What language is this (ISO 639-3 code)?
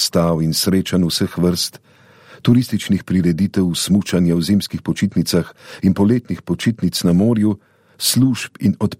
slv